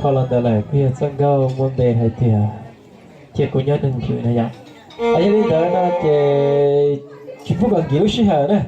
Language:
Hmong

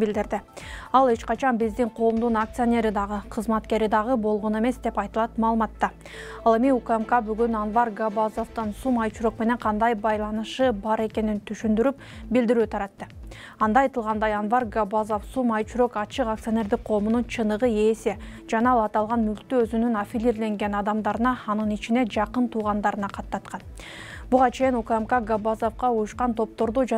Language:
Kyrgyz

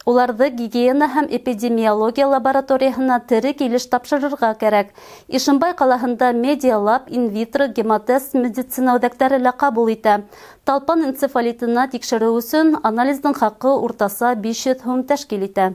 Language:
Bashkir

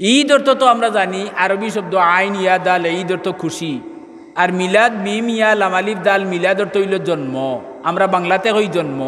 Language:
Sylheti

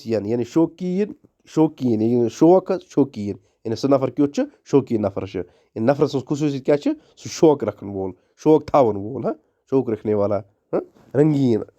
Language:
Kashmiri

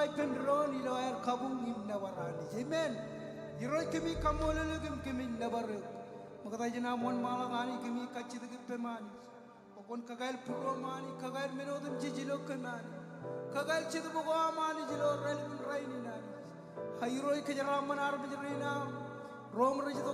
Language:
Marshallese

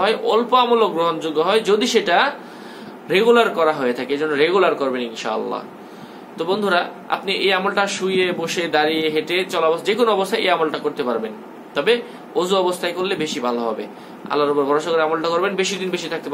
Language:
Bangla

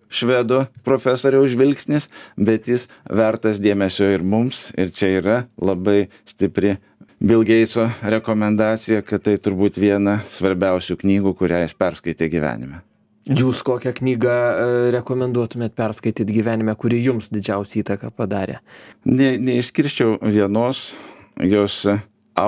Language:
Lithuanian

